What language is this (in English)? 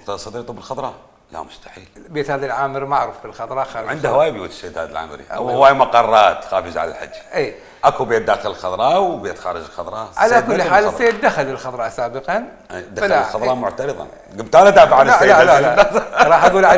Mesopotamian Arabic